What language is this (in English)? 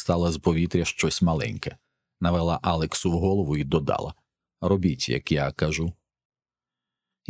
Ukrainian